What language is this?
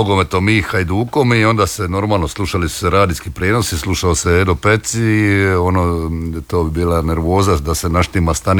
Croatian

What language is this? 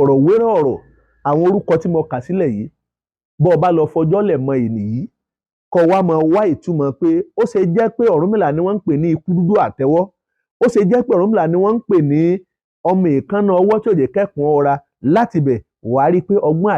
Yoruba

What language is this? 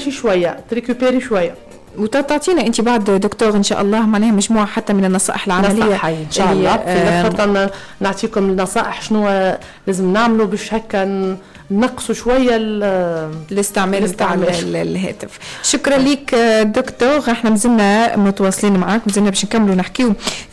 Tunisian Arabic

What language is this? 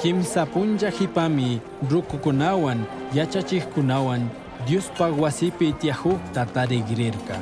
Chimborazo Highland Quichua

